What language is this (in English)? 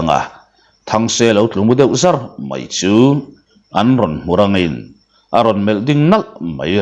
Mizo